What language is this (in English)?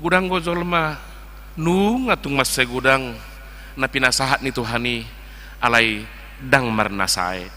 Batak Toba